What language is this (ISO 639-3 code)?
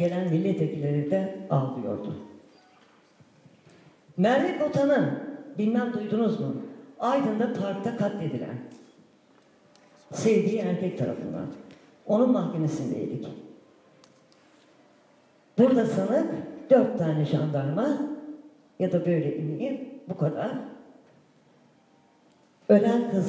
tur